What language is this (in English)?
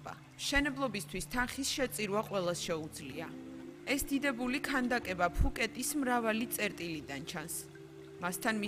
Georgian